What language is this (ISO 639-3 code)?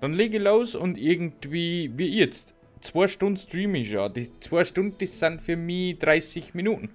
bar